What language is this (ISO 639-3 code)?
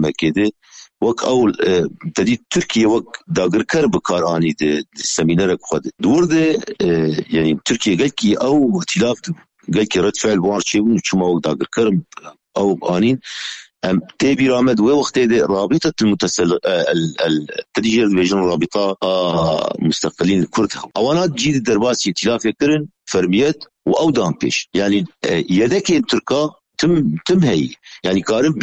kur